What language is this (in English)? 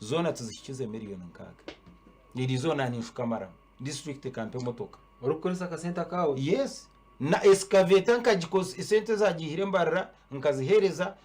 Nyankole